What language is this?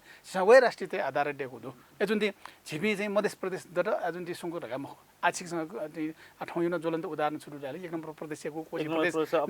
Newari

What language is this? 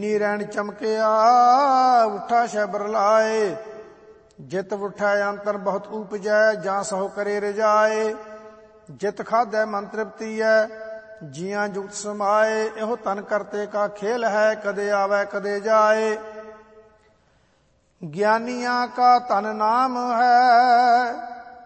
Punjabi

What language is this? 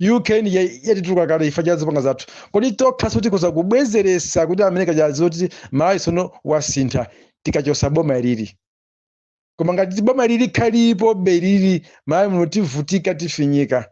Nyanja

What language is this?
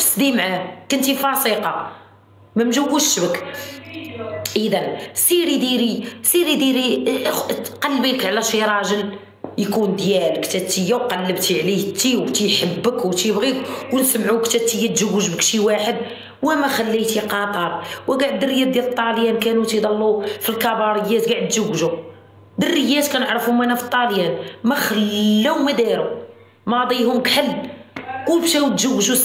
Moroccan Arabic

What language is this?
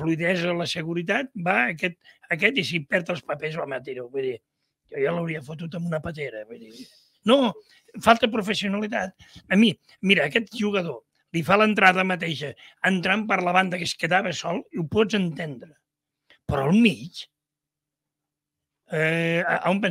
Catalan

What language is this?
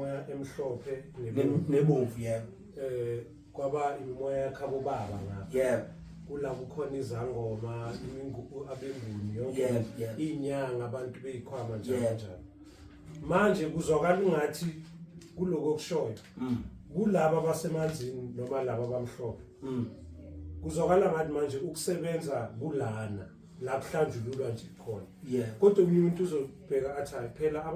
Zulu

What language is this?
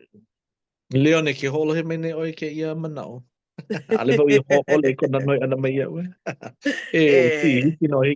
Hawaiian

